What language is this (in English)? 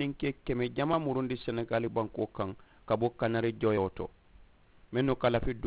Mandingo